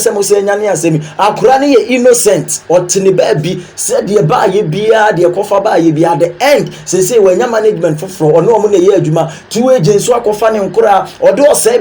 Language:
Akan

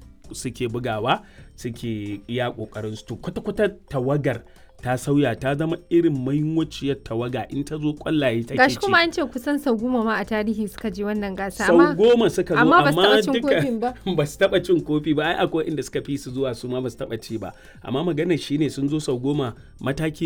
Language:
Hausa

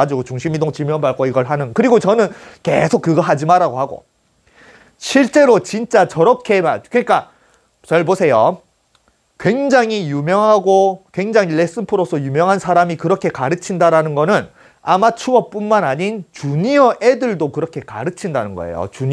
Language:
Korean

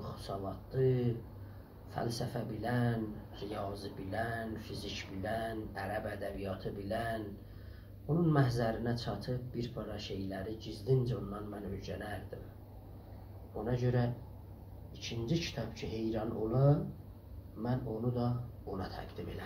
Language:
South Azerbaijani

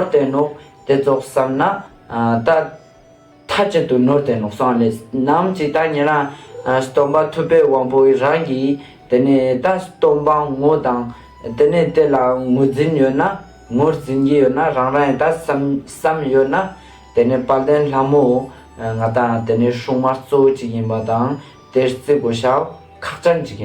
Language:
Ladakhi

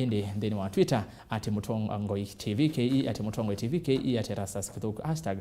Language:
Kamba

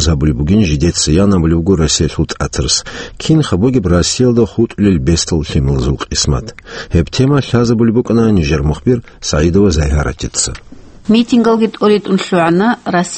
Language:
Avaric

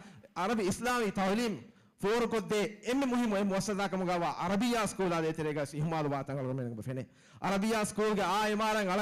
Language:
Divehi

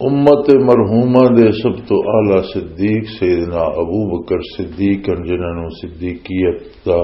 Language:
Western Panjabi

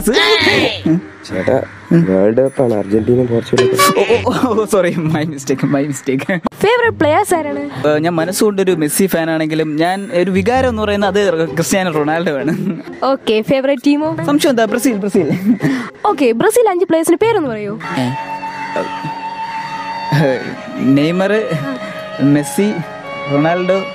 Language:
Malayalam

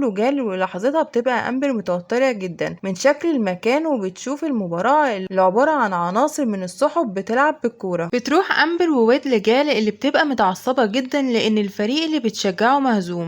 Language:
Egyptian Arabic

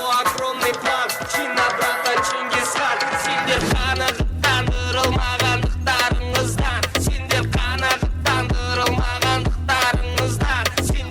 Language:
Kara-Kalpak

